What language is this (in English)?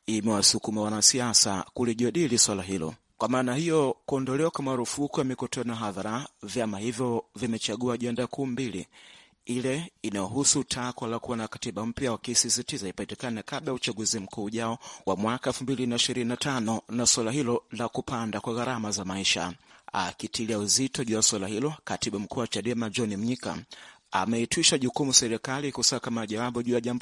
Swahili